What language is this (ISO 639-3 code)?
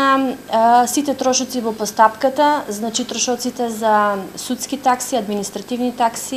mkd